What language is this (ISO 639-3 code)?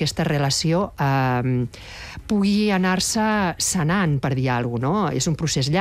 cat